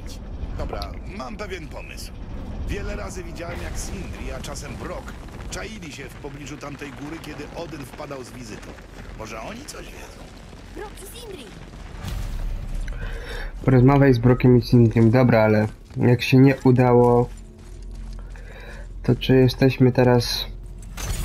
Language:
Polish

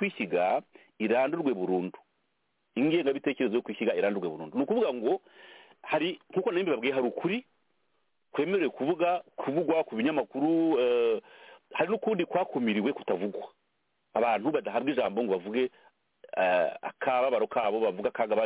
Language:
Kinyarwanda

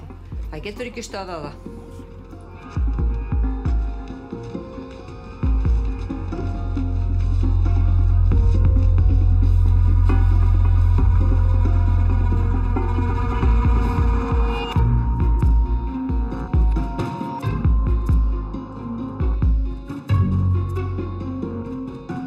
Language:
Icelandic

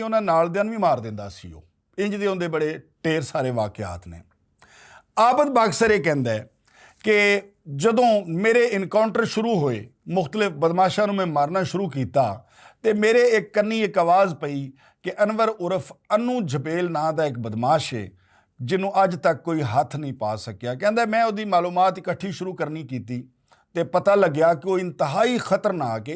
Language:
Western Panjabi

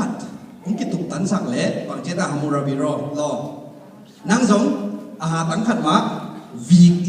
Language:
Tedim Chin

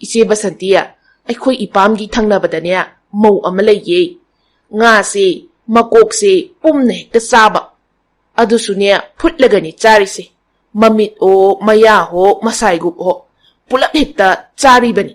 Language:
Manipuri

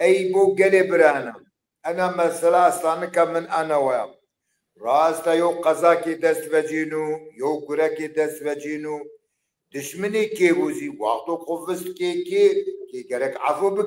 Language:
Zaza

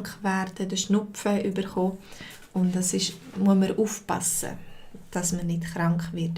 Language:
Swiss German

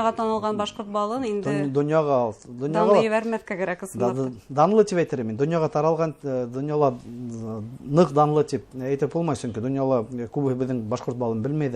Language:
Bashkir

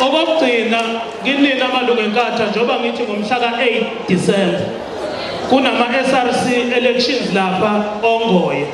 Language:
Zulu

